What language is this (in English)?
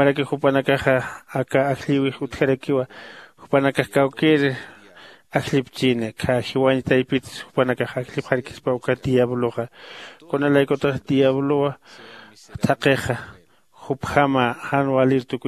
Aymara